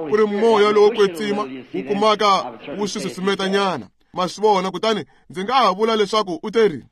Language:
Tsonga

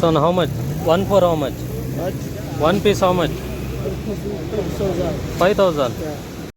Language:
Tulu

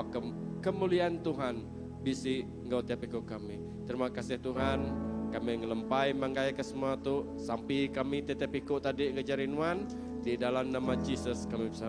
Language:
Iban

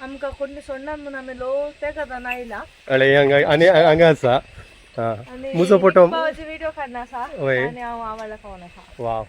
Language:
Konkani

